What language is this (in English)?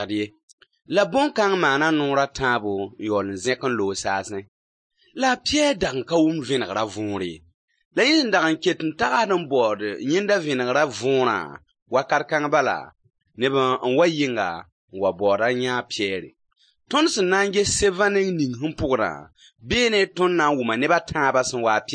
Mossi